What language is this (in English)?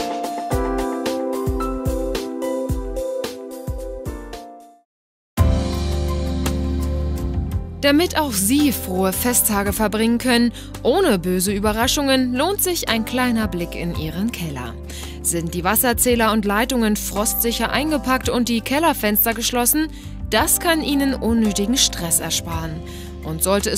German